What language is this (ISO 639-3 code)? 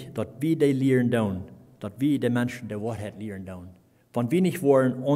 pdt